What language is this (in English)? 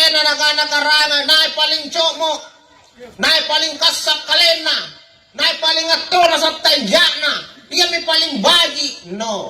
Makasar